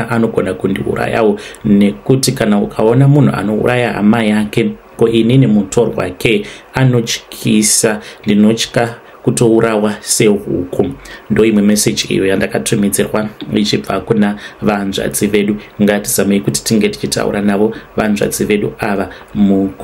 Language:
Shona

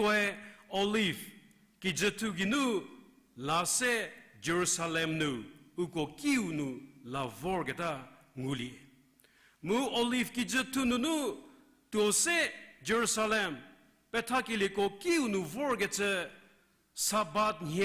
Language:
Angami Naga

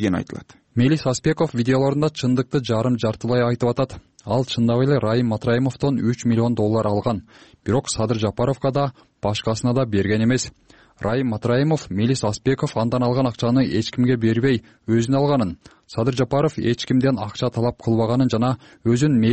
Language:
Kyrgyz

